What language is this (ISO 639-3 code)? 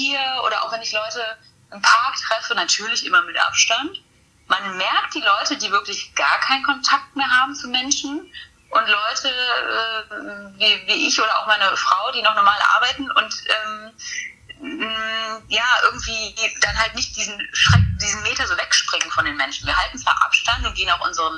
deu